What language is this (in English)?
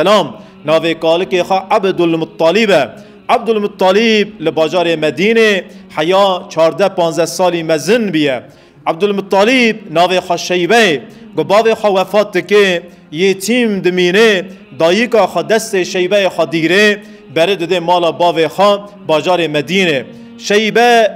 Kurdish